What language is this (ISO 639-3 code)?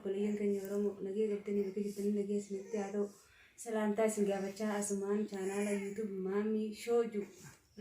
orm